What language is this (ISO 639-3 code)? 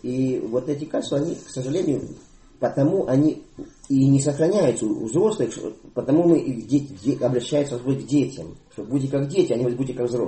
rus